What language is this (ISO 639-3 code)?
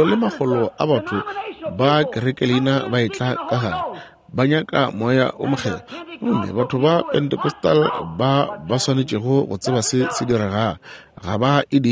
nso